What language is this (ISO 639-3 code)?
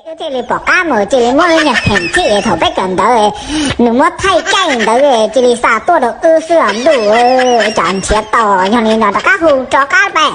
hmn